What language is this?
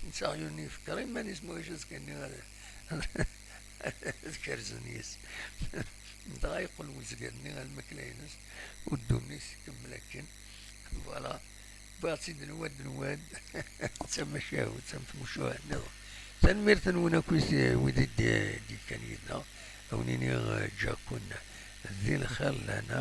Kabyle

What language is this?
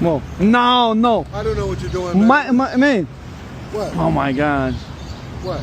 Tajik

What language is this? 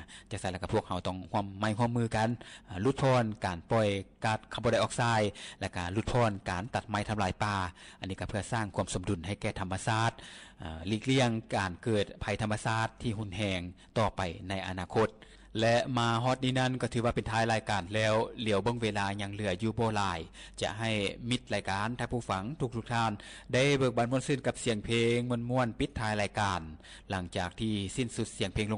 Lao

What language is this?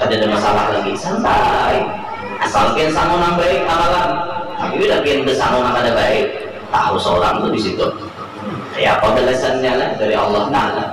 Banjar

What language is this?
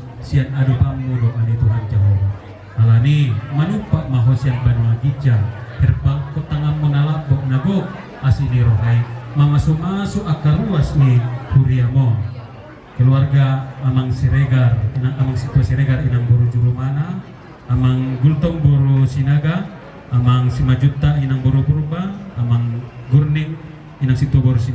Batak Toba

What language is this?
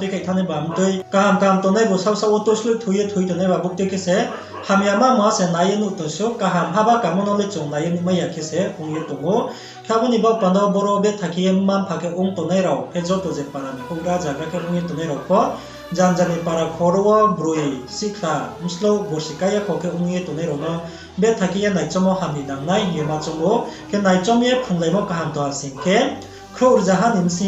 Riang (India)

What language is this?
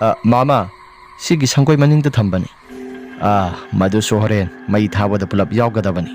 Manipuri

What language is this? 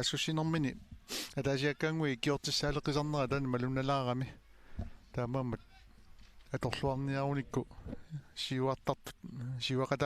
Kalaallisut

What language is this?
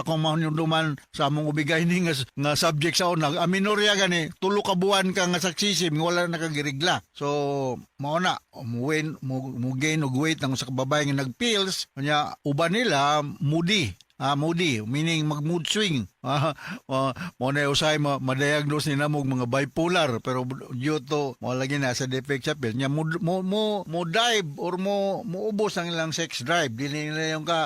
Cebuano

